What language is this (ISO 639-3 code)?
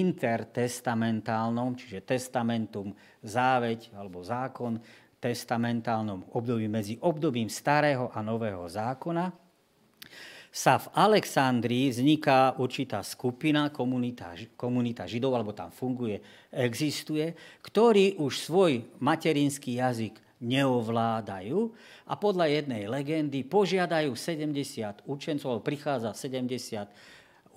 slk